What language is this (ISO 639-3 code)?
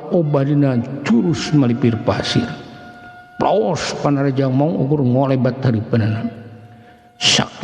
sun